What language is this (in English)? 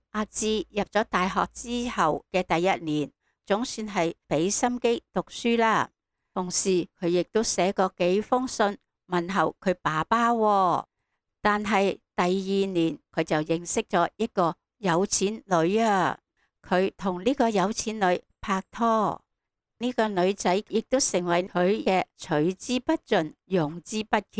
Cantonese